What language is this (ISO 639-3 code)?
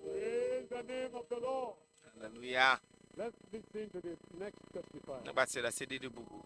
ewe